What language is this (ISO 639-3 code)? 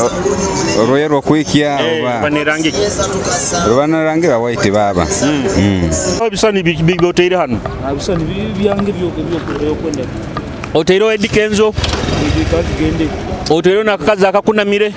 nyo